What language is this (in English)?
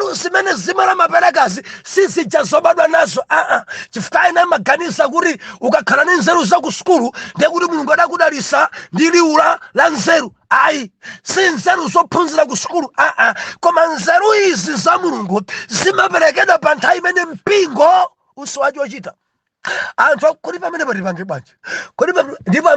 Nyanja